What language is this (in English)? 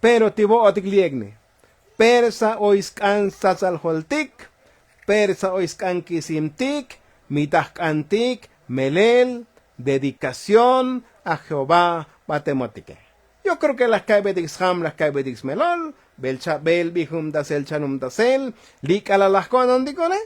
Tzotzil